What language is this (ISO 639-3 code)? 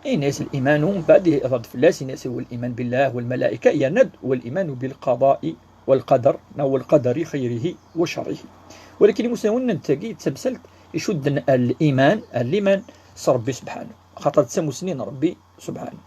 kab